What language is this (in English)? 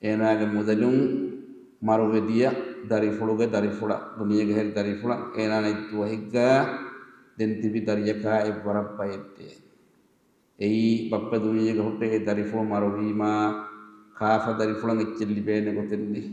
Divehi